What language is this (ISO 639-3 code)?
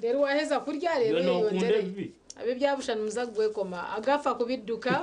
nyn